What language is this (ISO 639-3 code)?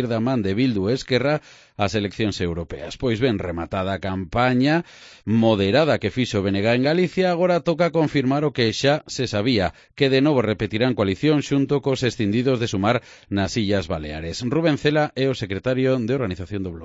glg